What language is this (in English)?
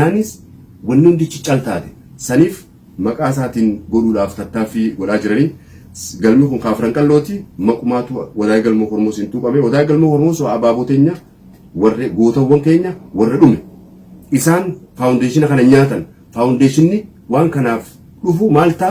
Oromo